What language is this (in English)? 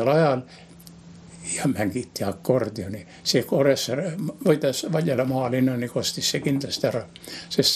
Estonian